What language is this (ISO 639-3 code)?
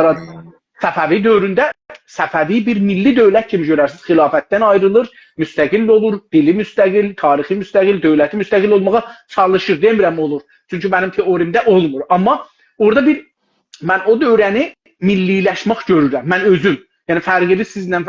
azb